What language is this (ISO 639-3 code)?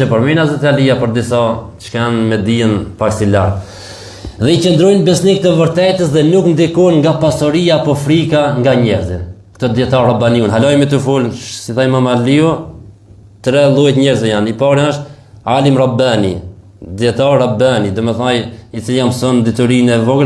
sqi